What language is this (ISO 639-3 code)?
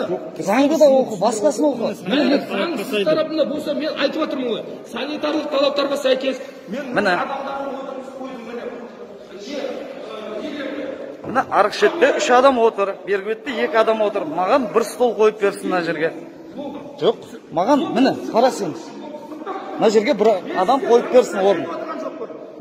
kaz